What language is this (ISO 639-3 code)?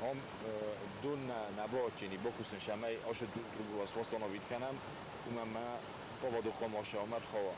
oss